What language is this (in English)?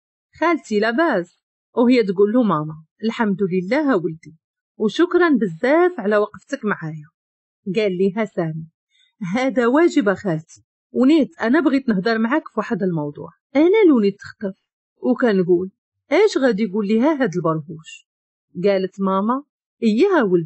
Moroccan Arabic